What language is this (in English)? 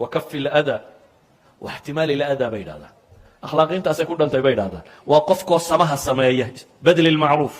Somali